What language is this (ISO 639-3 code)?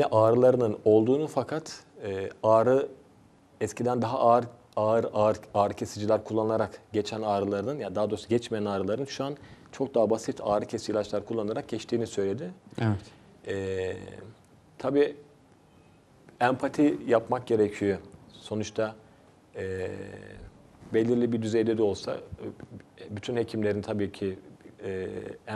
tur